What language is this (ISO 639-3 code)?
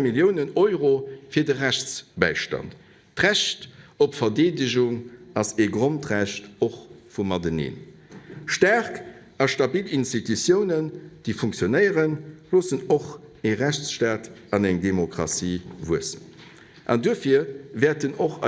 ltz